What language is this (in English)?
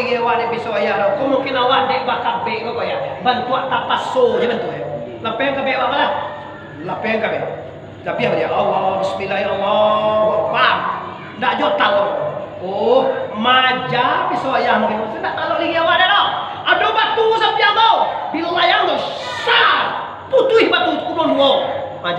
Minangkabau